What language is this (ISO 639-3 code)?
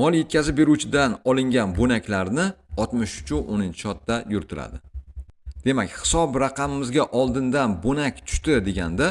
uzb